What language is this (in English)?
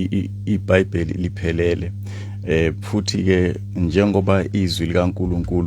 Zulu